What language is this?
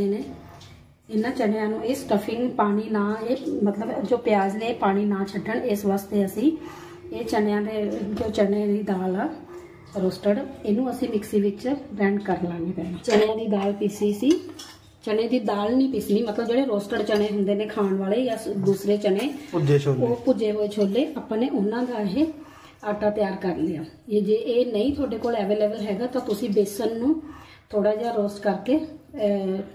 Punjabi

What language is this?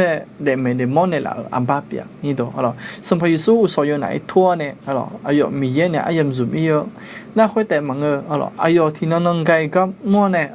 Akha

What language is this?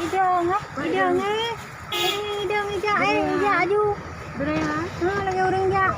Achinese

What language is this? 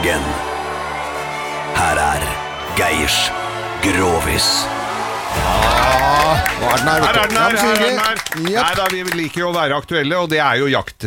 Norwegian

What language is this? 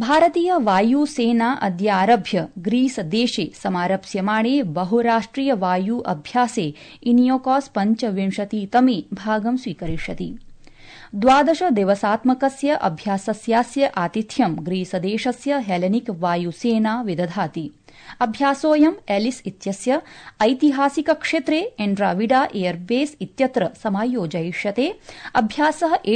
Sanskrit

